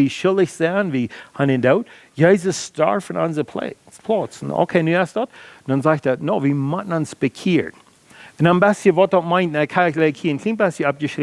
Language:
Plautdietsch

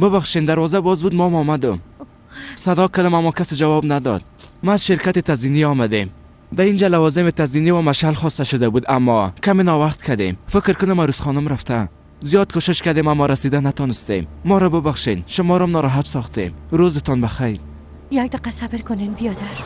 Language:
Persian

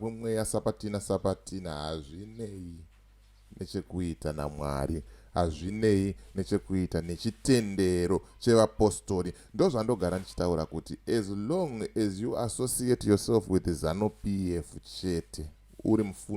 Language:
Shona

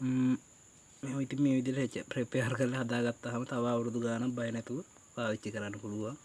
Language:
Sinhala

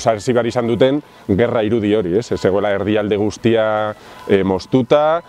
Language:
Basque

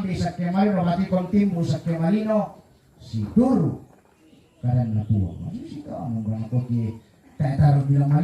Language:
Toraja-Sa'dan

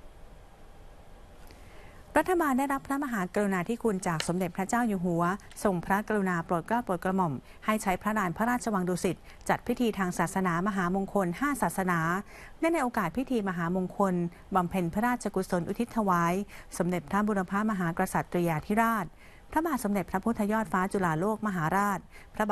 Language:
Thai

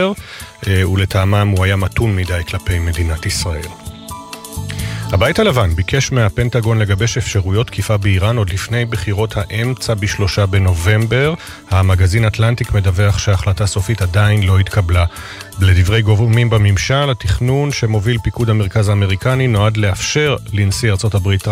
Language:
Hebrew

